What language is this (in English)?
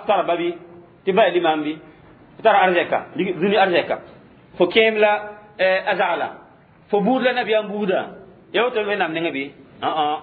Mossi